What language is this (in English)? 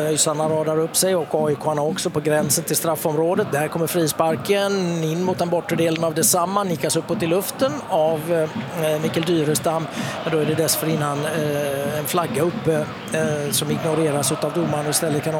Swedish